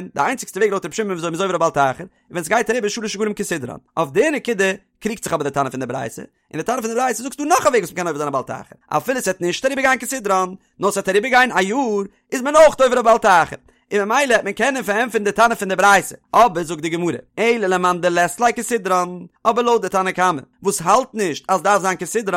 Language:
Yiddish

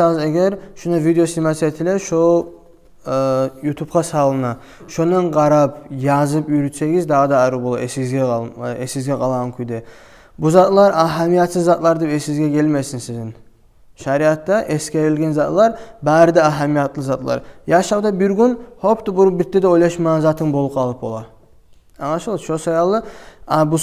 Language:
Kumyk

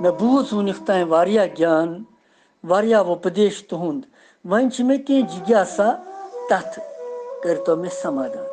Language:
Kashmiri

